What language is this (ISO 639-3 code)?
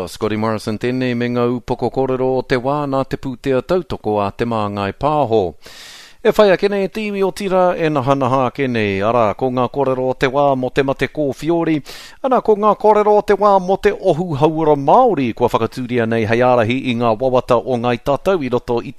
mri